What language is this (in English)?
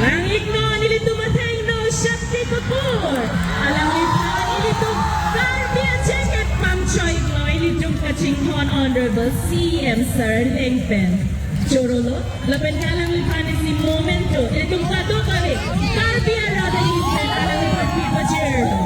Karbi